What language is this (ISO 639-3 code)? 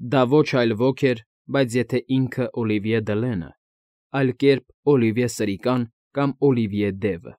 hye